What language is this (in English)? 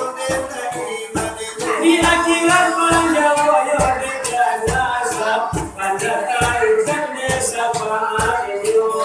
Minangkabau